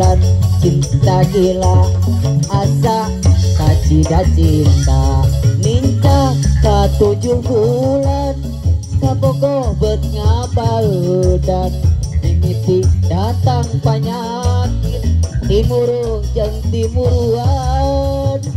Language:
Sundanese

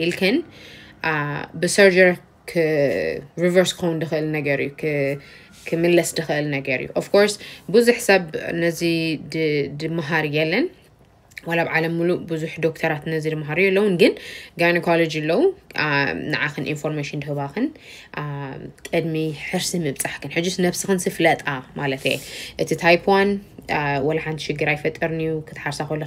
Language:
Tigrinya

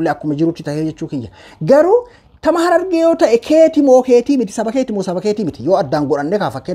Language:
Oromo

